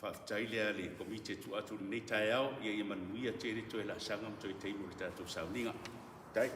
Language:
Samoan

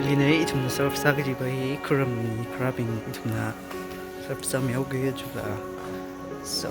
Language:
Tangkhul Naga (India)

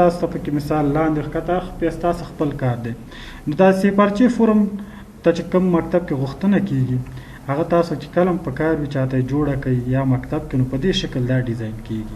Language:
Pashto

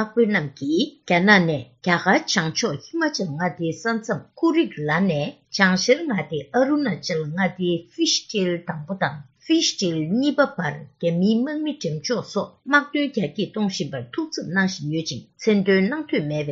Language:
Tibetan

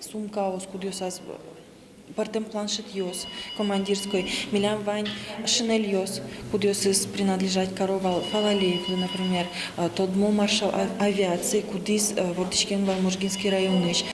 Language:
Udmurt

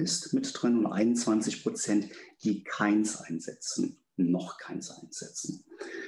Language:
German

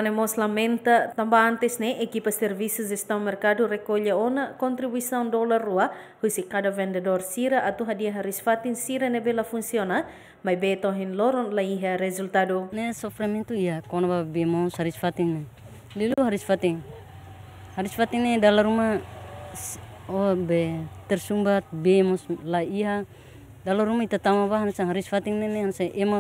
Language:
Tetum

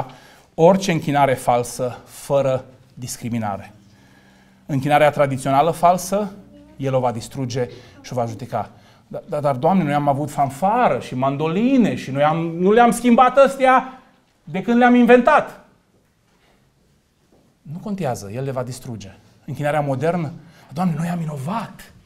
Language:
Romanian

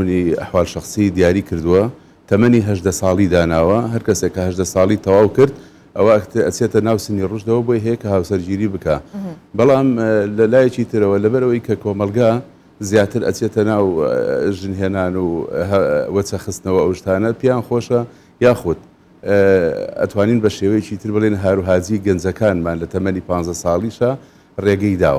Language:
Central Kurdish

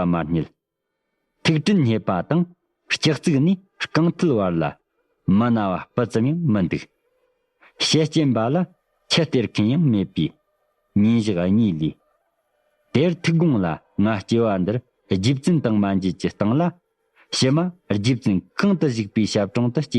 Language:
Tibetan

